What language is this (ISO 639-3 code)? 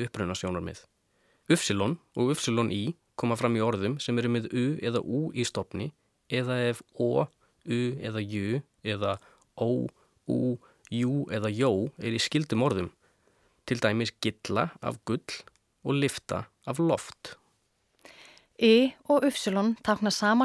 isl